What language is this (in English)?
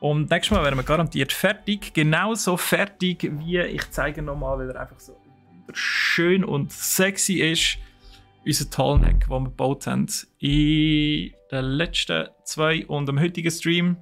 Swiss German